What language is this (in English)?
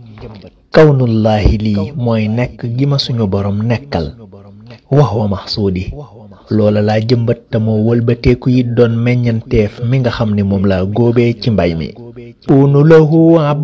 Wolof